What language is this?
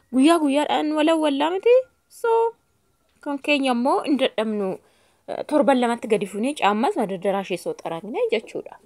Oromo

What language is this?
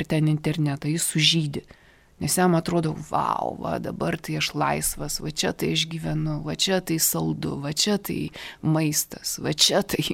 Lithuanian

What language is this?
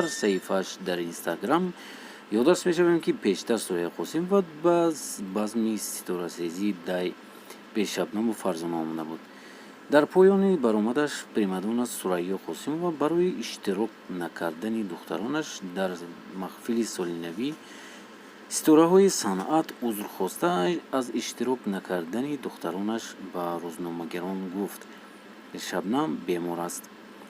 Tajik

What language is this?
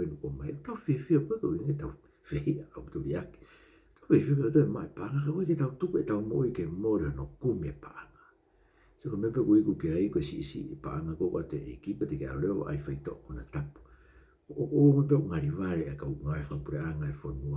Tongan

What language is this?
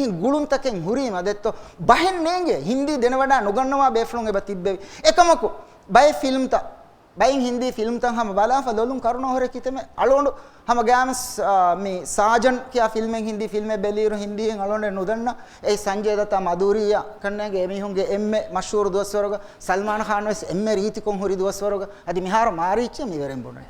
Divehi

